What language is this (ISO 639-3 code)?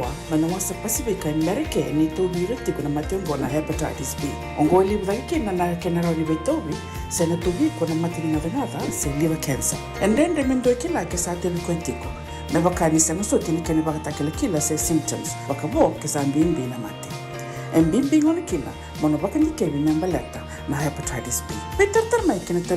fij